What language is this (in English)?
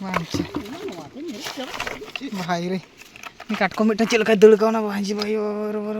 Santali